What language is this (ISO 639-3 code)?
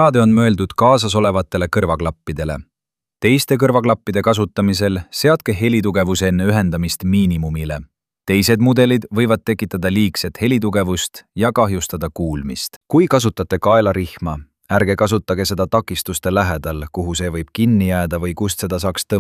est